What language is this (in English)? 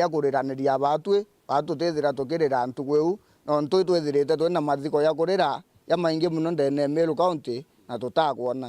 Meru